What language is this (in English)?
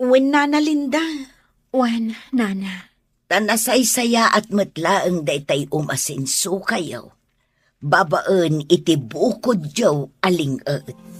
Iloko